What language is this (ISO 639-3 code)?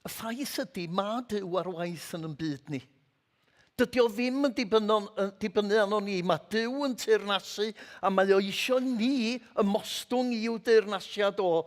cym